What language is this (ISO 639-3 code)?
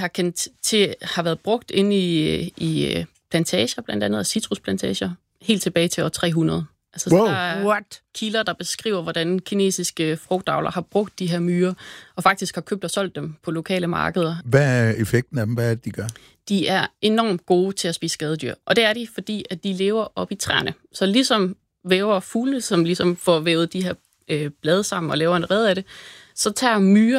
dan